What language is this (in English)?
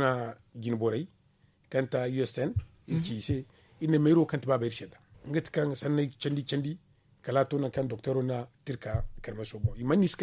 Zarma